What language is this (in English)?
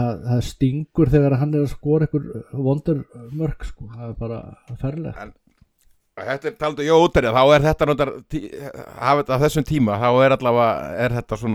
Icelandic